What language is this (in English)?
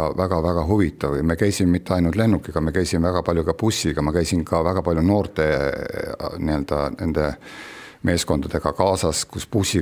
Estonian